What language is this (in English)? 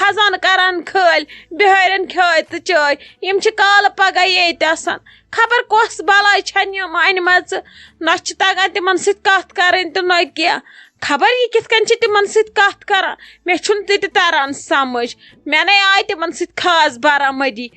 Kashmiri